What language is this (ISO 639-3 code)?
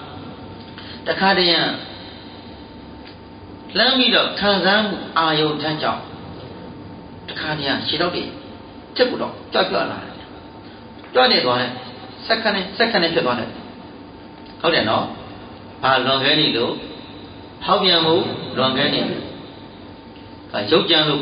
mya